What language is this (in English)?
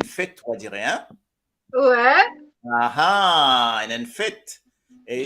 Morisyen